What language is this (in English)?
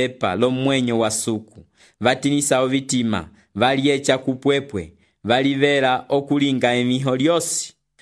Umbundu